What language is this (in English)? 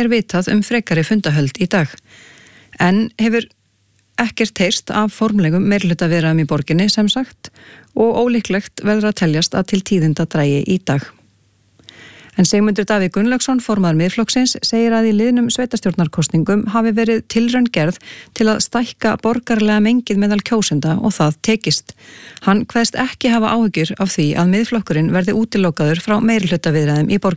Icelandic